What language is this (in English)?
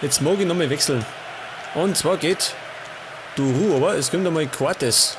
Bavarian